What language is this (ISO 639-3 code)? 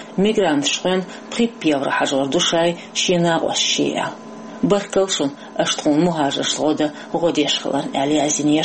che